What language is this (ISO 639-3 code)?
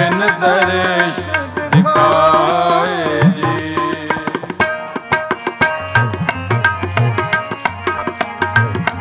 pan